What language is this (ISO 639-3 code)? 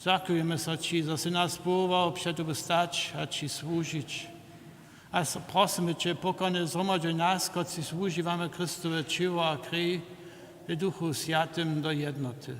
hsb